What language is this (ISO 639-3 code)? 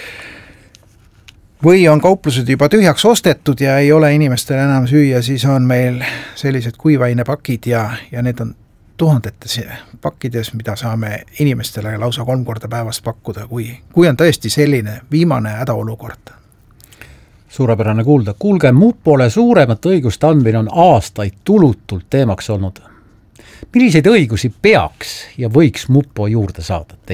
est